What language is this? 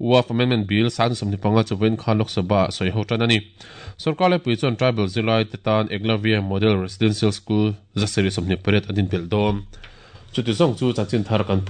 Mizo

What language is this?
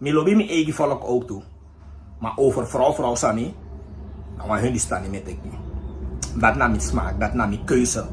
Sranan Tongo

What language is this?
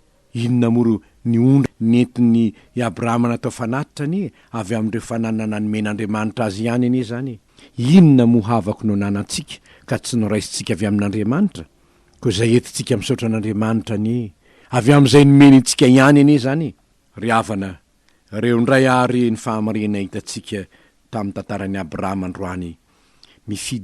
Malagasy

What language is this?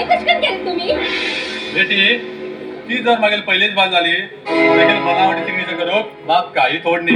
Konkani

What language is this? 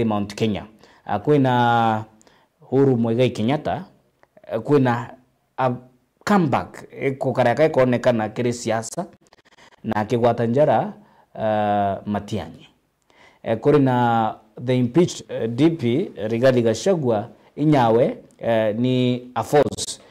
Meru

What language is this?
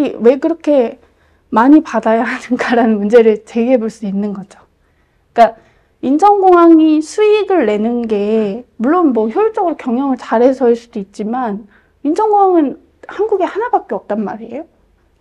Korean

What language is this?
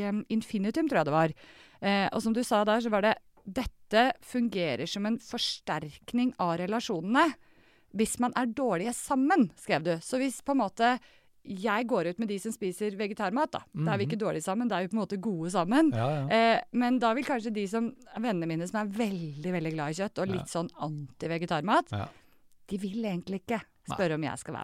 Norwegian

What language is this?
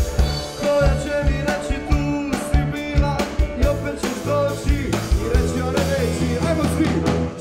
Serbian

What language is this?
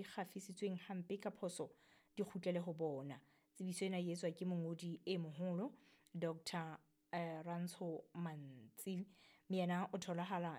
Southern Sotho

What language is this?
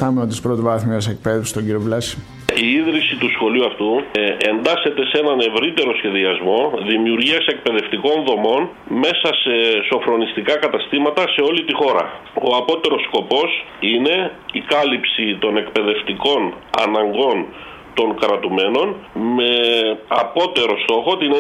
Greek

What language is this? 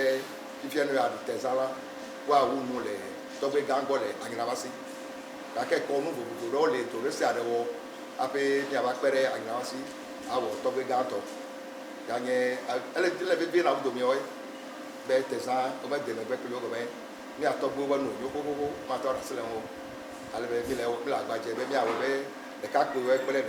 Ewe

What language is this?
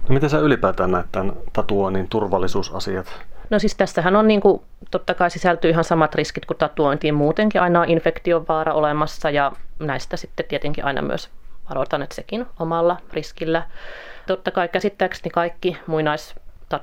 Finnish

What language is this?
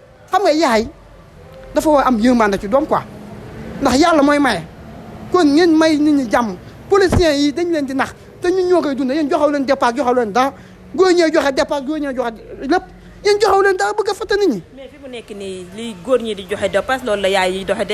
Wolof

